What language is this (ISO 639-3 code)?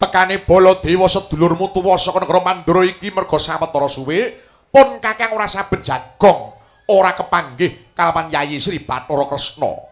jav